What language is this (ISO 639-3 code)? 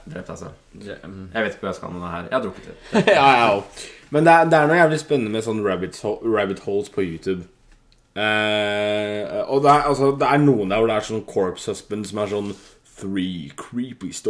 nor